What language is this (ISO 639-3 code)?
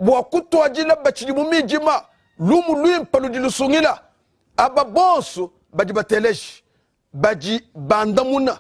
lua